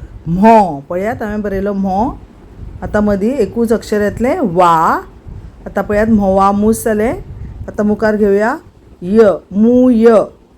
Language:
Konkani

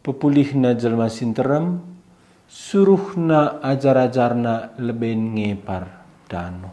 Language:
Batak Karo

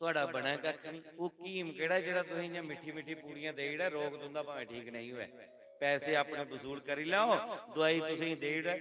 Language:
Dogri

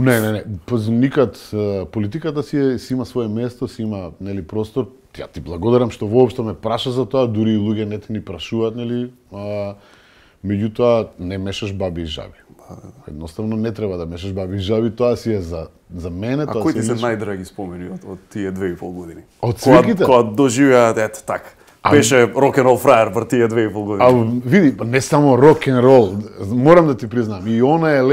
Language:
Macedonian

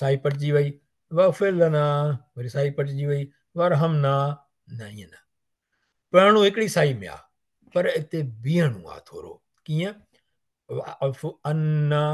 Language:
Sindhi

